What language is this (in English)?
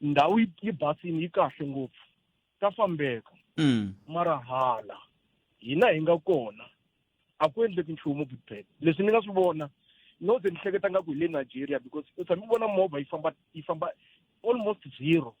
Tsonga